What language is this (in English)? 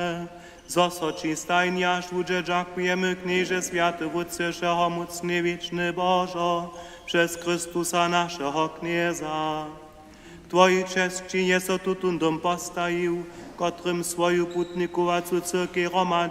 Upper Sorbian